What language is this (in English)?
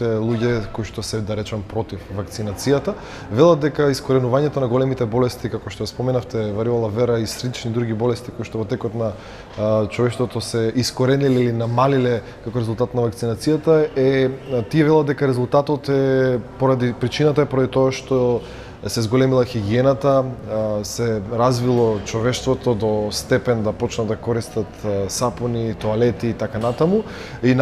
Macedonian